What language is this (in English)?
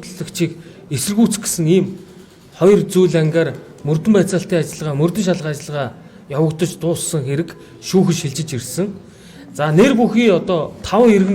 Mongolian